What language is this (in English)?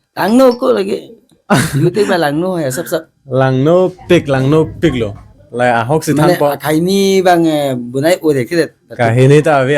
Karbi